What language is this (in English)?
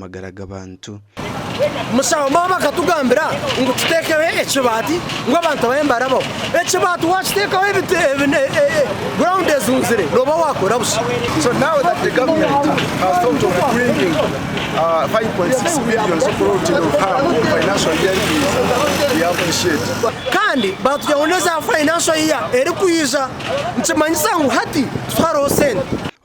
Nyankole